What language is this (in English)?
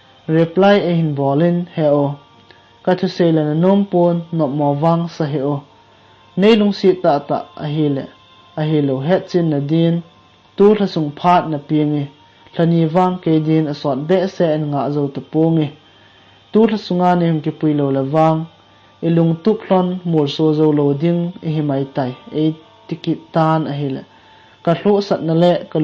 Thado Chin